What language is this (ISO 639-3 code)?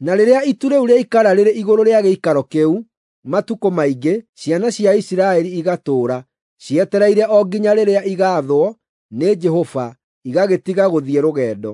kik